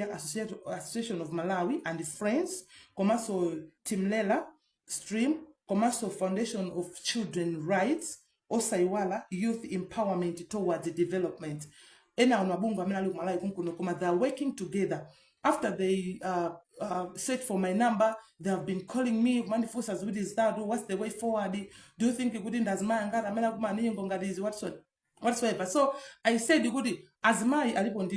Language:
Nyanja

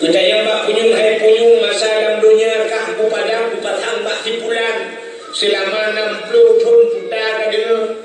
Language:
Achinese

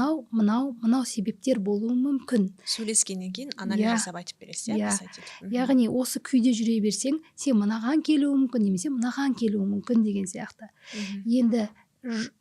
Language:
Kazakh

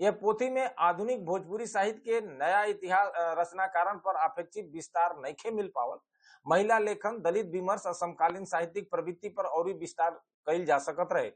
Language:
Bhojpuri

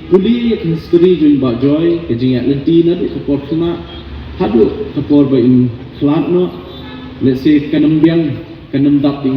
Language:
Khasi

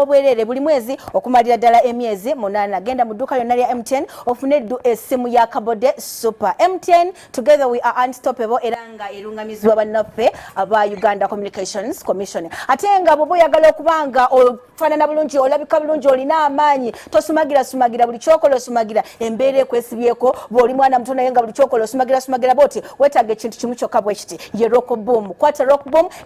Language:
Ganda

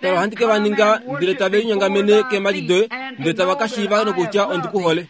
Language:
Kuanyama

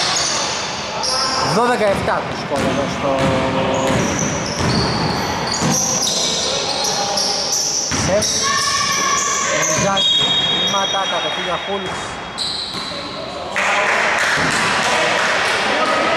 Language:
Greek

